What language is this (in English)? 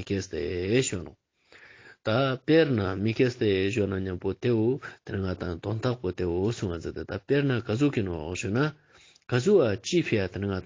Ladakhi